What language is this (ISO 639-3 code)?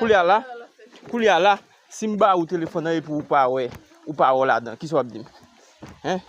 hat